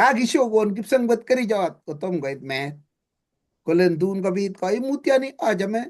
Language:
Kalenjin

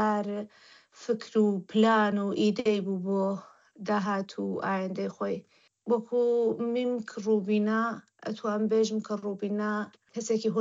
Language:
Central Kurdish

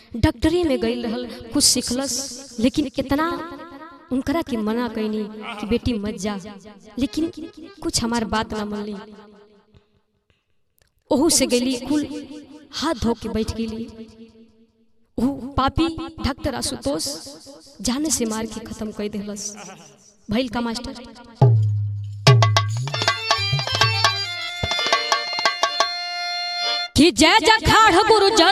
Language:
Bhojpuri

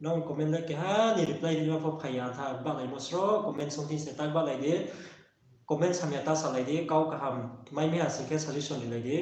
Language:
Riang (India)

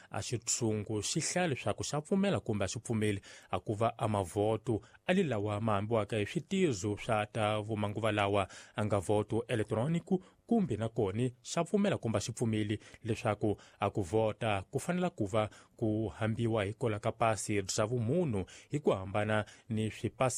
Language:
Tsonga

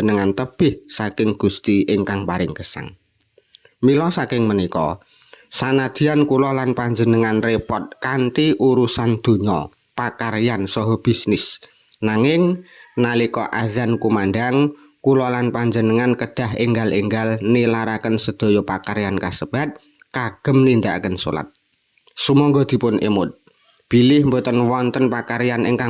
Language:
Javanese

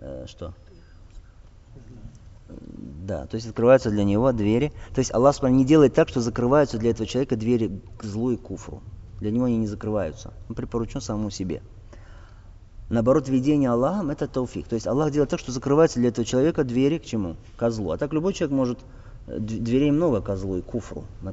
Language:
Russian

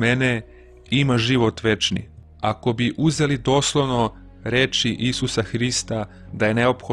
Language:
Serbian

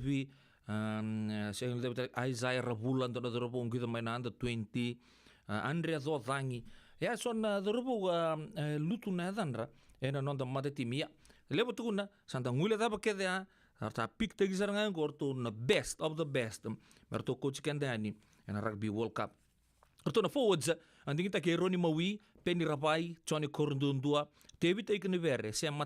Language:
Fijian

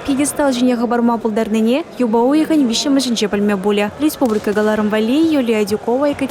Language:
Chuvash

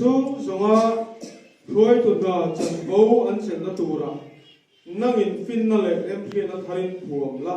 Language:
Mizo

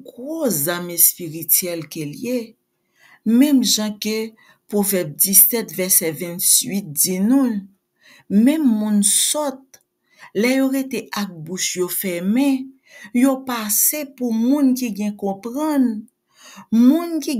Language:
Haitian Creole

